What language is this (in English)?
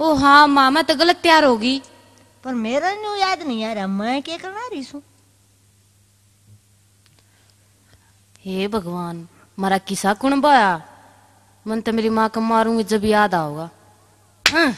Haryanvi